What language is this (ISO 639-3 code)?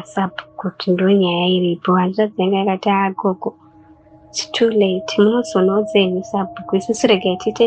sna